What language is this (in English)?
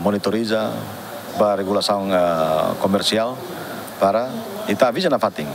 Tetum